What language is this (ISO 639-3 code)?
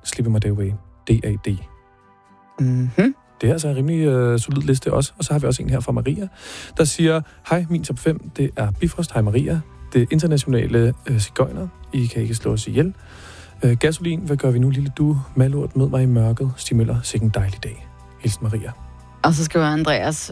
dan